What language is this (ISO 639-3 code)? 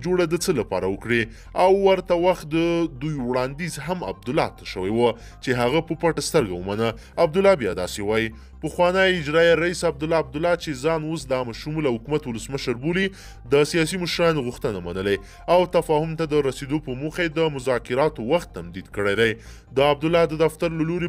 pus